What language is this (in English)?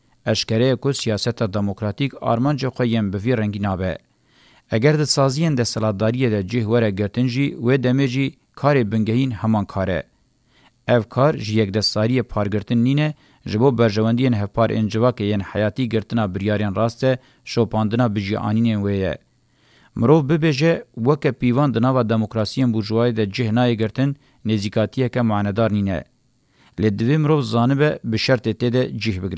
Kurdish